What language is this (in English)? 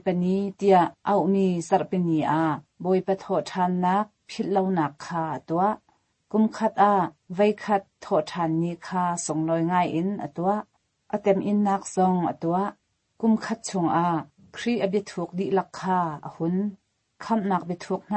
Hakha Chin